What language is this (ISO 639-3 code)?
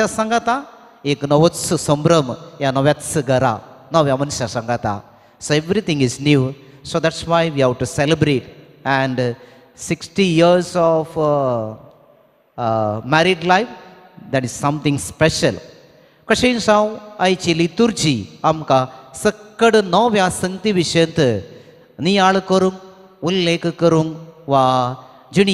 kok